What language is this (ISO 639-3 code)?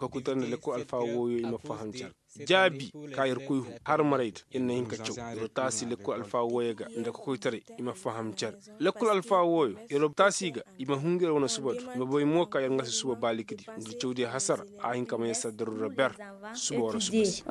ses